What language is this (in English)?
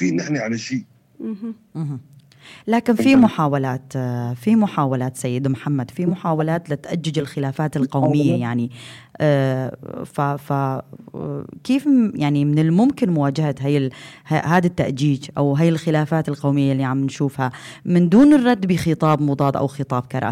North Levantine Arabic